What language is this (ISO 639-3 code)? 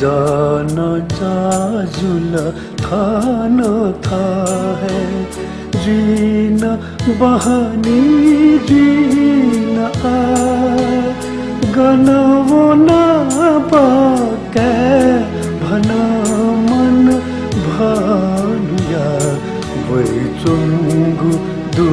new